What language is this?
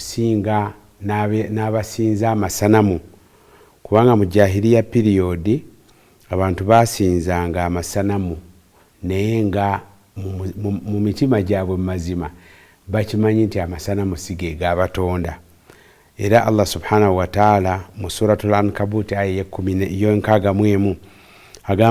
Ganda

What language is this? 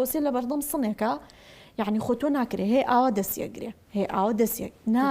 Central Kurdish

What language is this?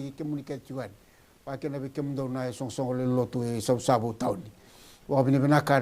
Fijian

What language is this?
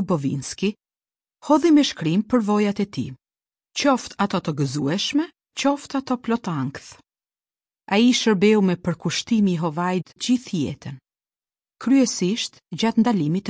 Albanian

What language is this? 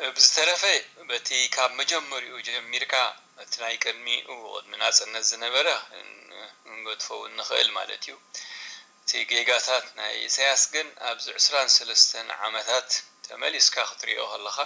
Tigrinya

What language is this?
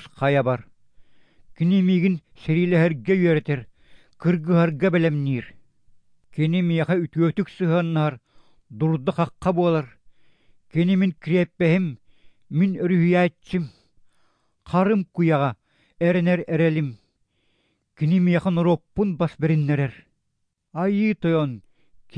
Yakut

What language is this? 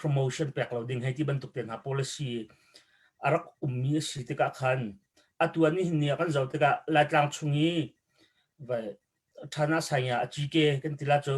Hakha Chin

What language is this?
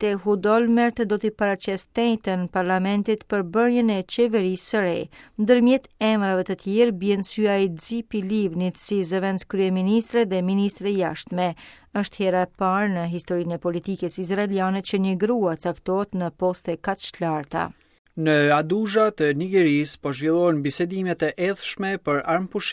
Albanian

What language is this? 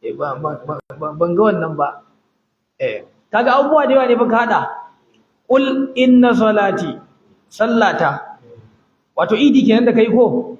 Hausa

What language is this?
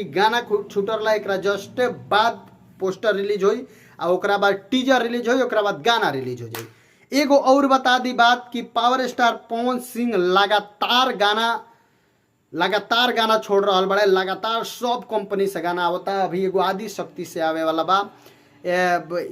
Bhojpuri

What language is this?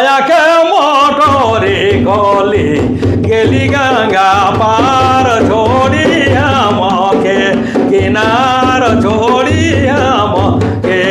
Sadri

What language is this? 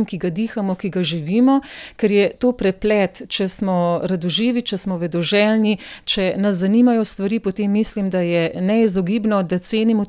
Slovenian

